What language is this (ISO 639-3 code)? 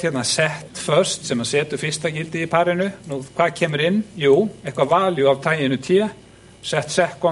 isl